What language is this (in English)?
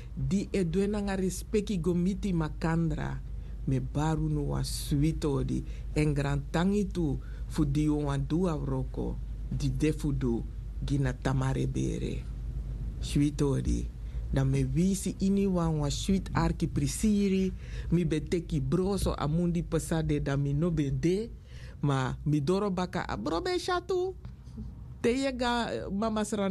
Sranan Tongo